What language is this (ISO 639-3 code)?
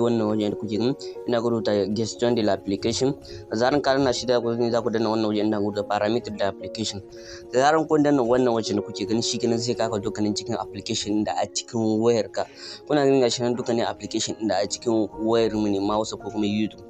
hau